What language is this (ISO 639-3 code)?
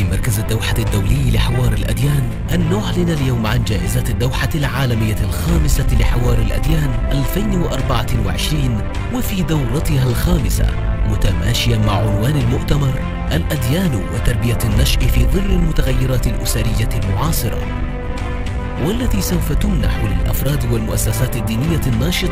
ara